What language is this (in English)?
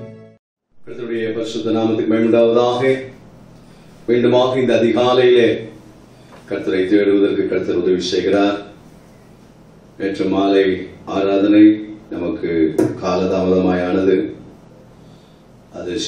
Tamil